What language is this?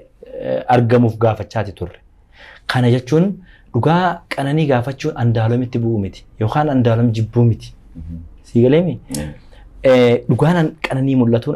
Oromo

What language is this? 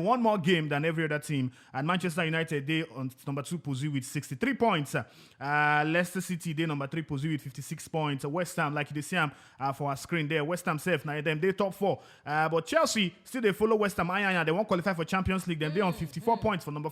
Nigerian Pidgin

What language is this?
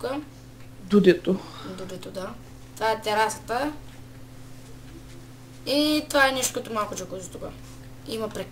Bulgarian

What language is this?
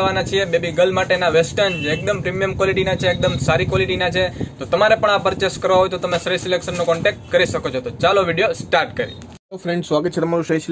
Gujarati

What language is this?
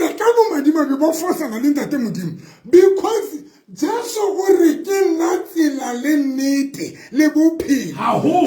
Southern Sotho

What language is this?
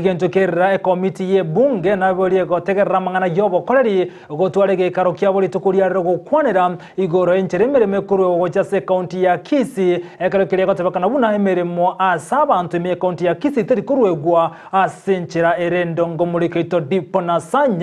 Gusii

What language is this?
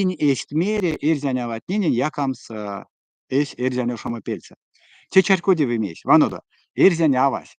Erzya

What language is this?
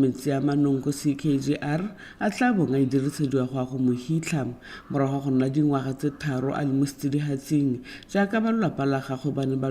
Tswana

